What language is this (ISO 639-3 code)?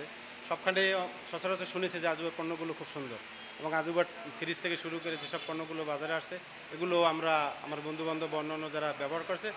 ben